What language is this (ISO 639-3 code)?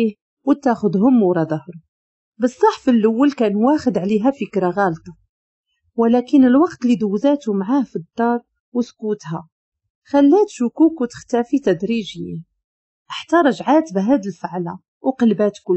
ary